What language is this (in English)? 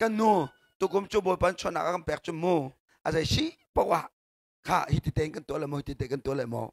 Hakha Chin